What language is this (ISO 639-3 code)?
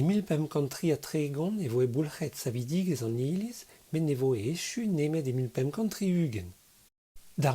bre